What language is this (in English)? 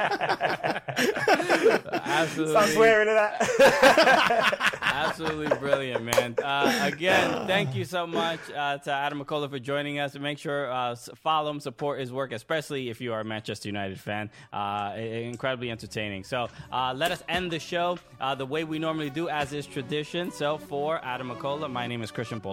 English